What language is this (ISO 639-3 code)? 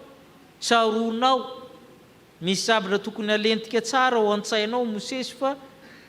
mlg